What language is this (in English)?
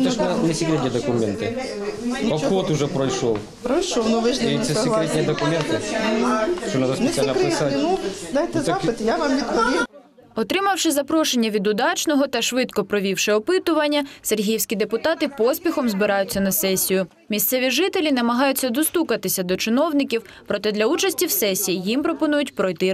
Ukrainian